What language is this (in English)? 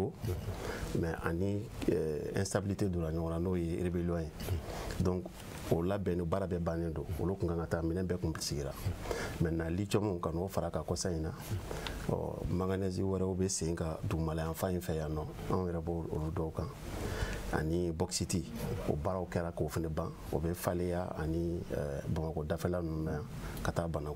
Bambara